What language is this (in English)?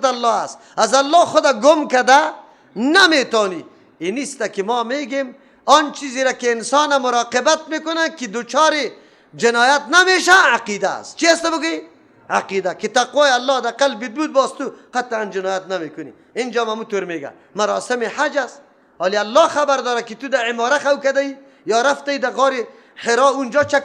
Persian